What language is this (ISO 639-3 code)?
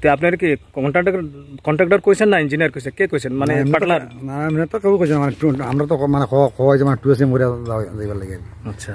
ria